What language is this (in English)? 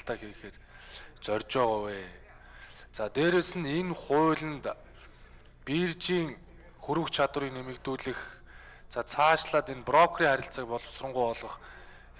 Mongolian